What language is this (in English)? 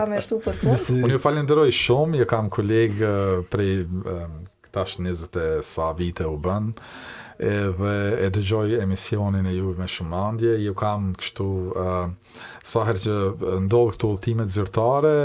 Albanian